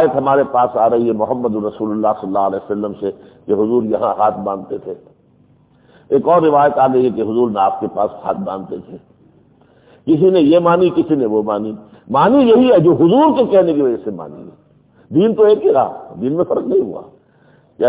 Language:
Urdu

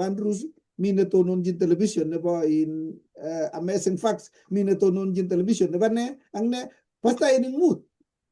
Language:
Kalenjin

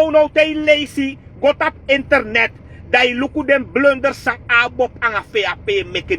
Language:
Sranan Tongo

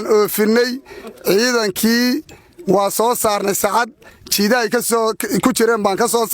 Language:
Somali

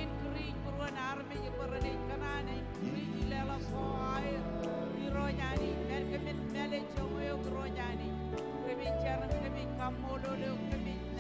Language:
Marshallese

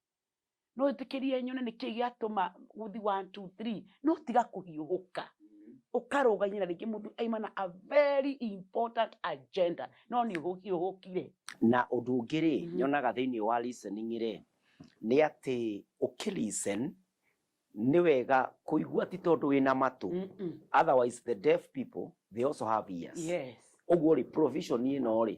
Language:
Kikuyu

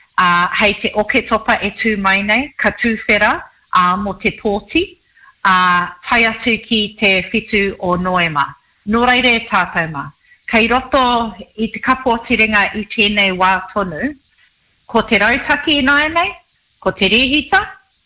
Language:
Māori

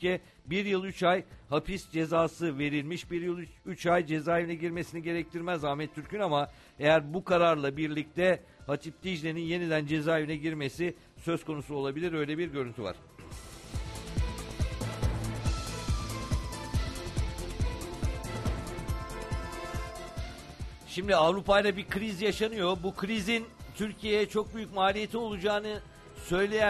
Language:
Turkish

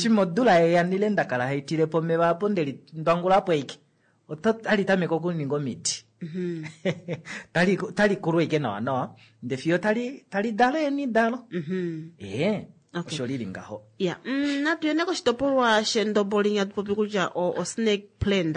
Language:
Kuanyama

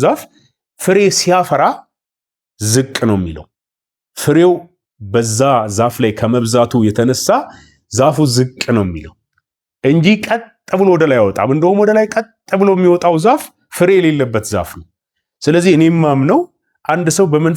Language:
Amharic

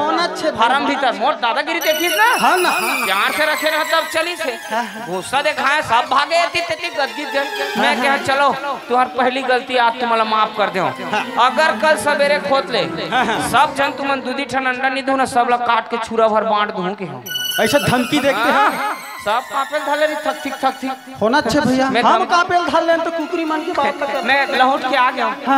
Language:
Chhattisgarhi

